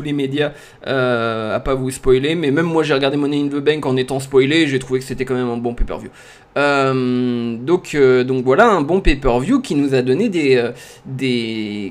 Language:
French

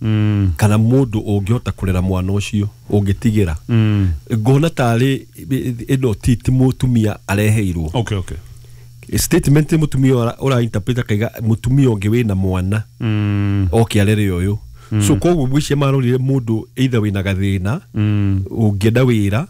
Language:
Kikuyu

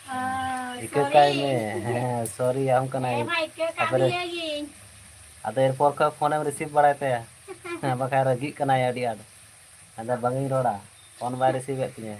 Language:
Santali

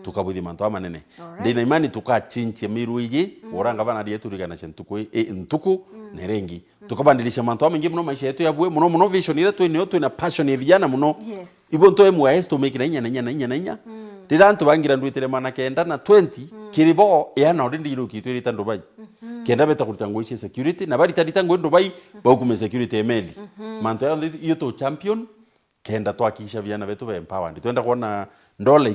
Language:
Meru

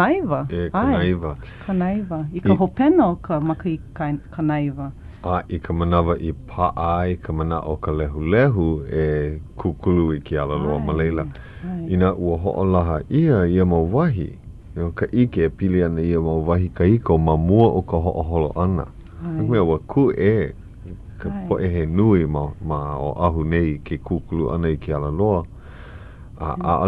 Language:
Hawaiian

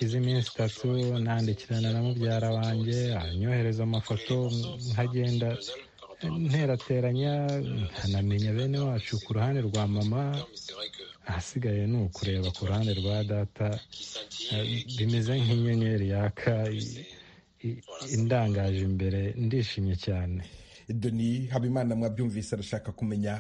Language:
Kinyarwanda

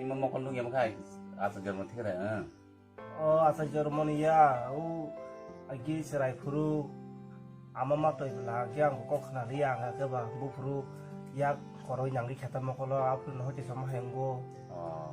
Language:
Kok Borok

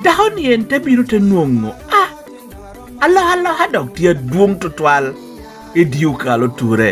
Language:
Lango (Uganda)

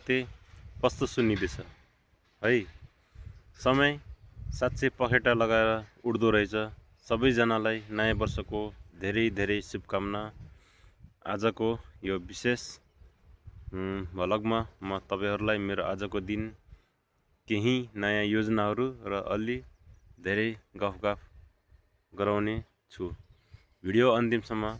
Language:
Nepali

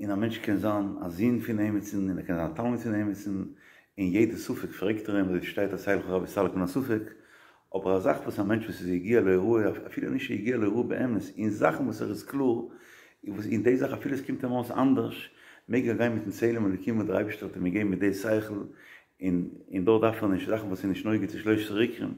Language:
Yiddish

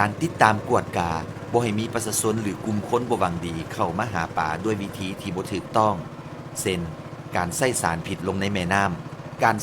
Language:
Lao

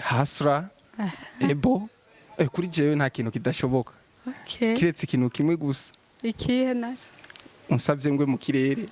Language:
Rundi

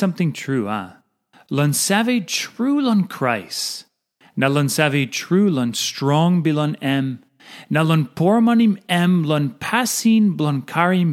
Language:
Tok Pisin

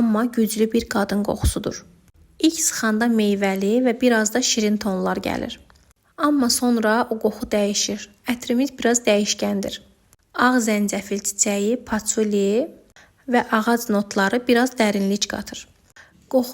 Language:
Azerbaijani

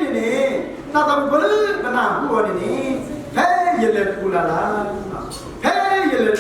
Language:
S'gaw Karen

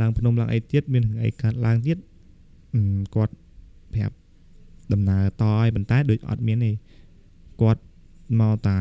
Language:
Khmer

